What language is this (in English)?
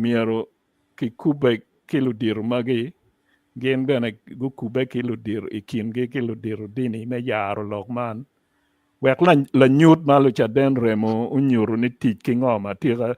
Acoli